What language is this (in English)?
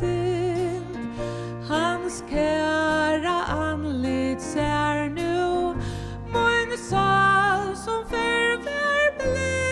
Faroese